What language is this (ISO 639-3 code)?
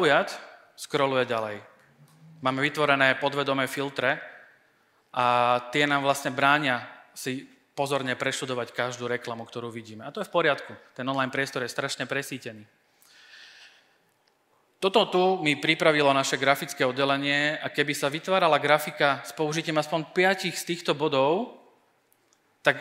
slk